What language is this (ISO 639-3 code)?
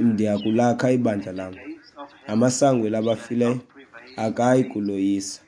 xho